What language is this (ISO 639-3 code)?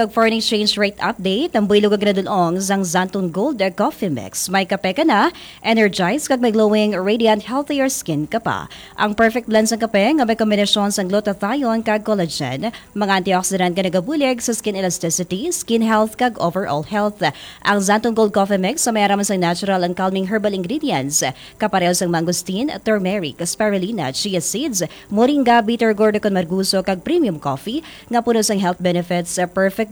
hil